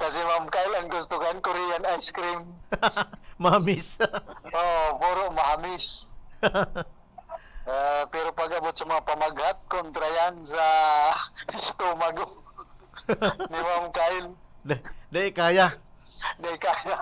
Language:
Bikol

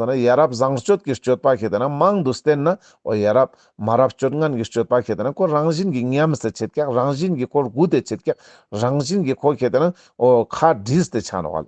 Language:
Ladakhi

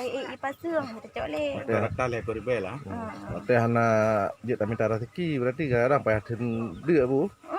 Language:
Achinese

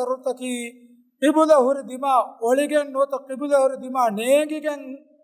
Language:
Divehi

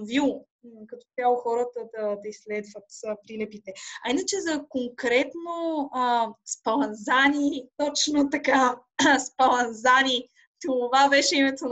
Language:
Bulgarian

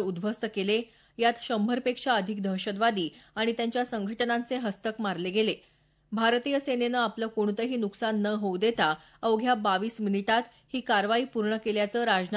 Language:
Marathi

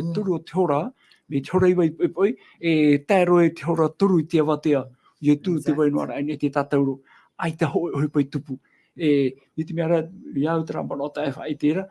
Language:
Tahitian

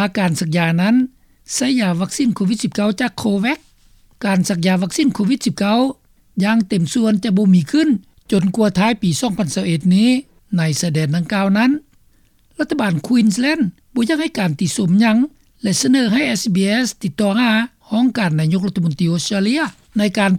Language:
Lao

